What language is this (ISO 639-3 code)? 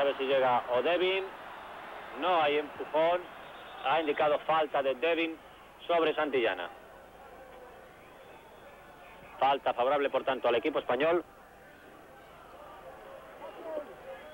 spa